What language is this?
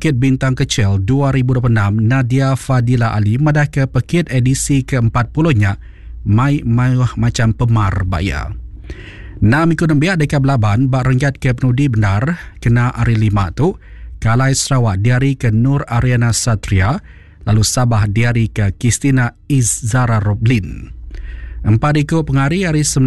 Iban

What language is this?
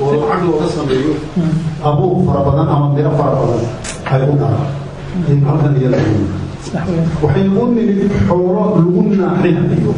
Somali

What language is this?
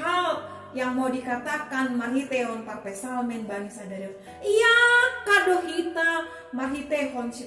Batak Simalungun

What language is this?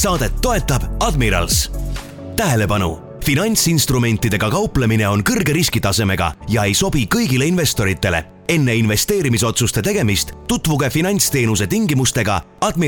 Estonian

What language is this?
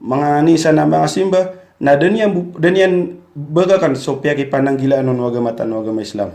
Maranao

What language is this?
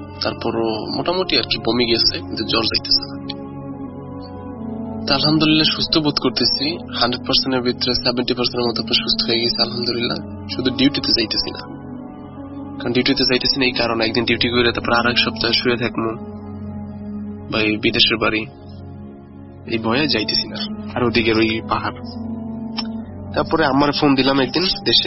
Bangla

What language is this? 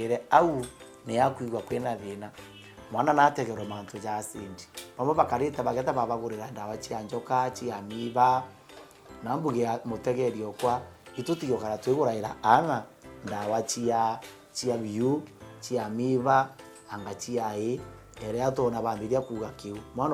Meru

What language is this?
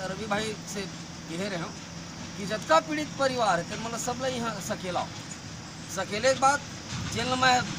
Chhattisgarhi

